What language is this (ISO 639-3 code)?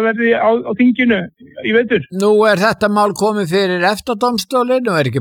isl